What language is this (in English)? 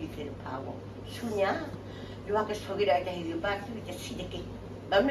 S'gaw Karen